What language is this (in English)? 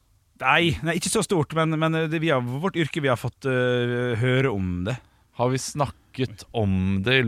Norwegian